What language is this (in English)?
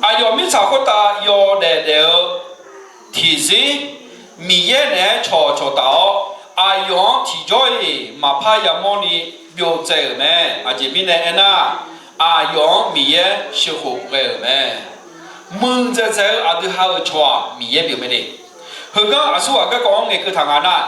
Akha